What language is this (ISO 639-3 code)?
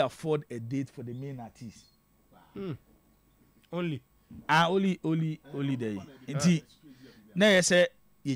aka